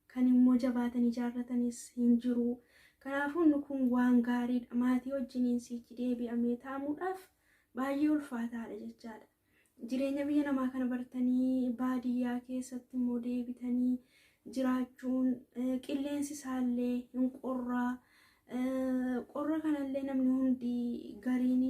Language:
Oromo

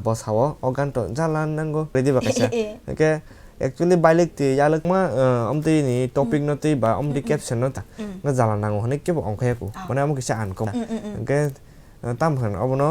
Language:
Kok Borok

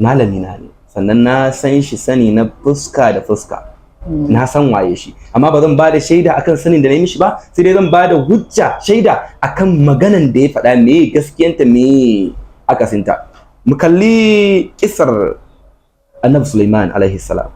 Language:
Hausa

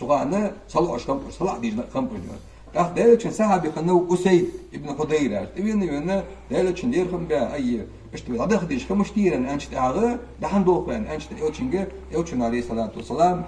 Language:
Ingush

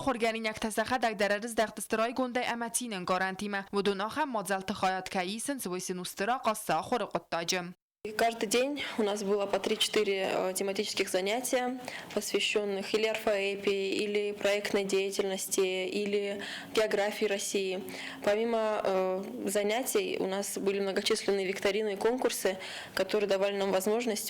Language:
Ossetic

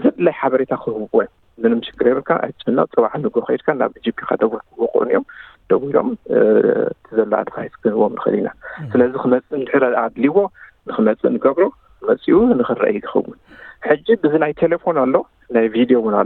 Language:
Tigrinya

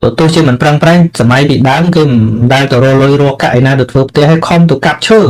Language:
Khmer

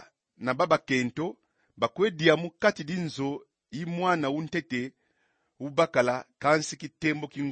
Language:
Kongo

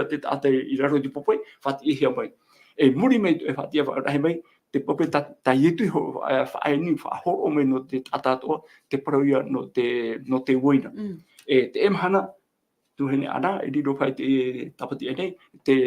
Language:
Tahitian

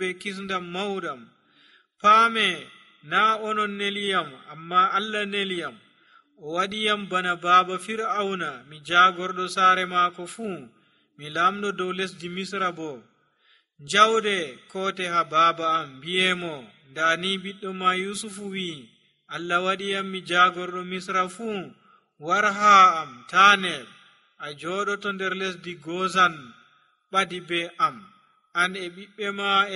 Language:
Nigerian Fulfulde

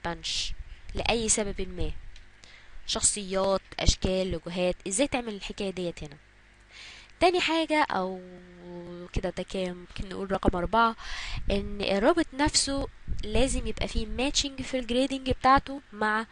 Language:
Egyptian Arabic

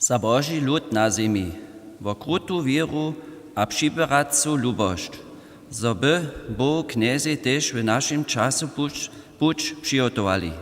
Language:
Upper Sorbian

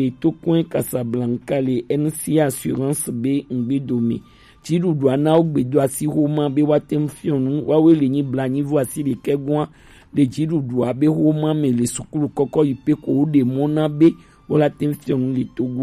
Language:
Gen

